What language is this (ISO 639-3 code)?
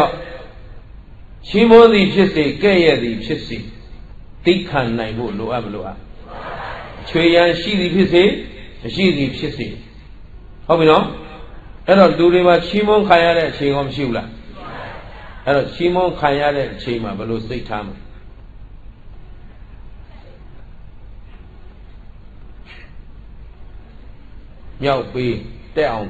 mya